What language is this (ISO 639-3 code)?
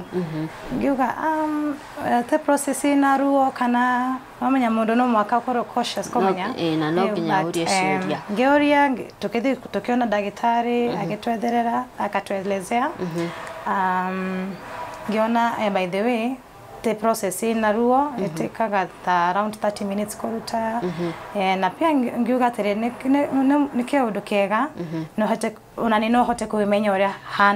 kik